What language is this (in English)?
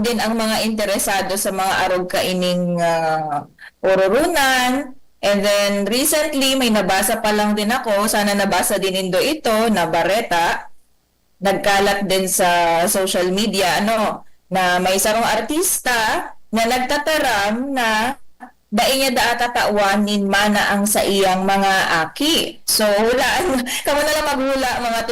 Bikol